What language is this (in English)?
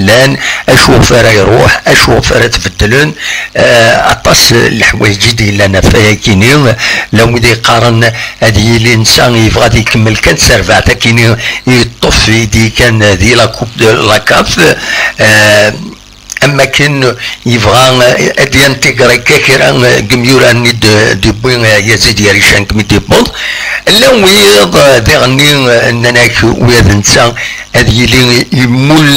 Kabyle